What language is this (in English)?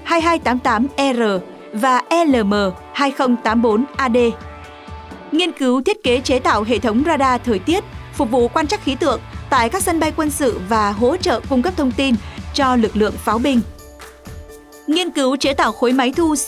Vietnamese